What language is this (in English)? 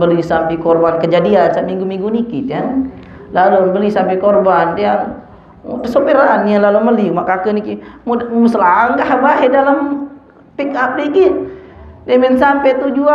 Sasak